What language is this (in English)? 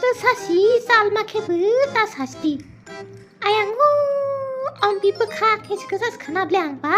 Kok Borok